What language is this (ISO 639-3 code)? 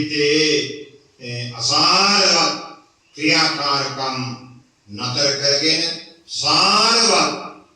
sin